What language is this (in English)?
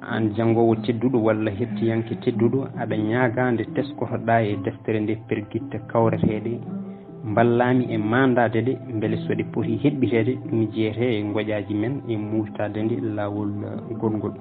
Fula